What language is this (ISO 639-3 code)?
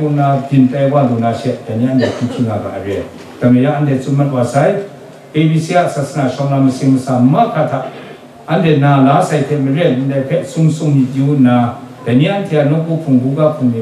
kac